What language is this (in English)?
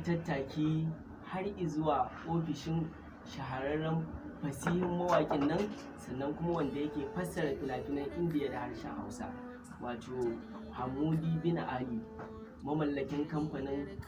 Hausa